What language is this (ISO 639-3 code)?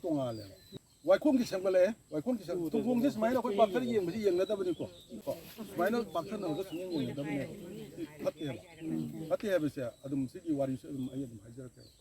mni